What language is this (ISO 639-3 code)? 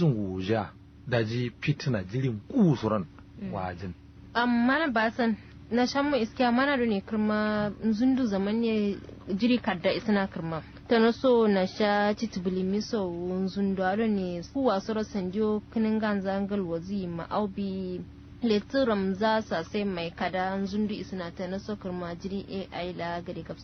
kau